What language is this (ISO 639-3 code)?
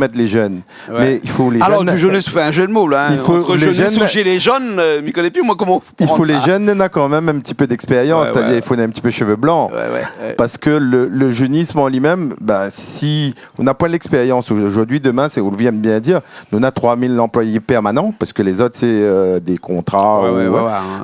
rcf